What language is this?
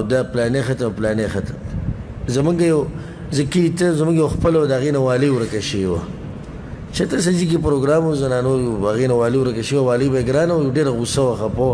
Pashto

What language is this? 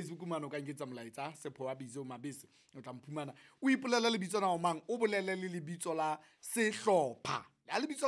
Southern Sotho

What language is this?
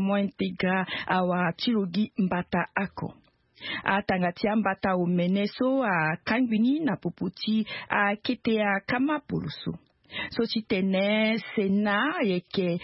Sango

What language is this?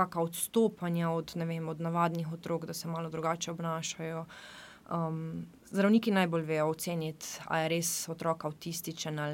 Slovenian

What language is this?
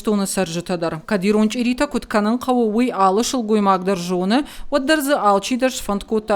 Ossetic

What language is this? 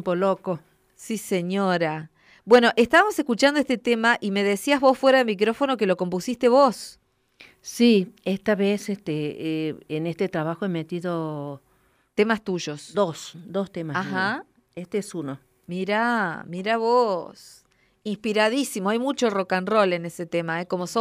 Spanish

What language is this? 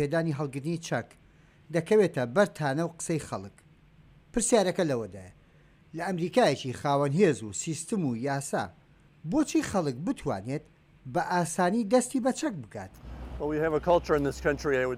Central Kurdish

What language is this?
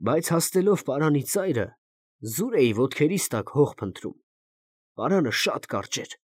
Armenian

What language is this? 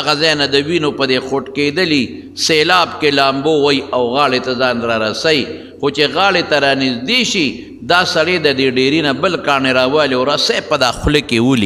Pashto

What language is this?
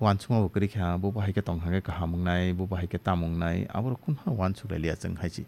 Kok Borok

